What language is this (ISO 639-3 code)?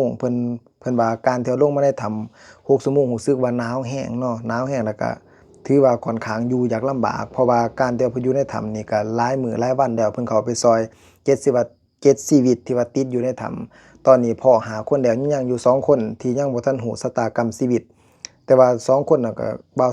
lao